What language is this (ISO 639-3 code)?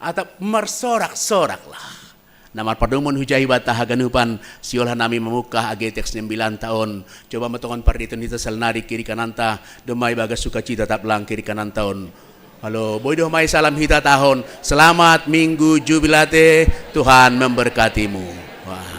bts